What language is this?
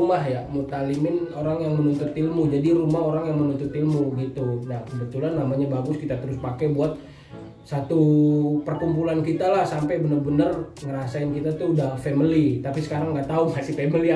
Betawi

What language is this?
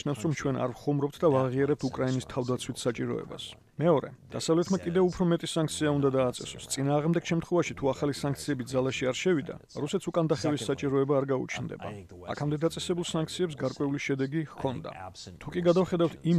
Georgian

